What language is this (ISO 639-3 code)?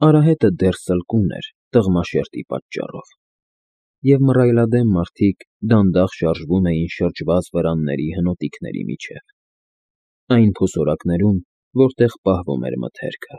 hye